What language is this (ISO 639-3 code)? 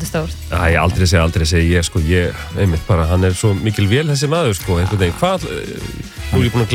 isl